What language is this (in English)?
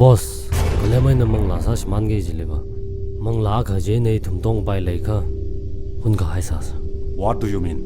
Tangkhul Naga (India)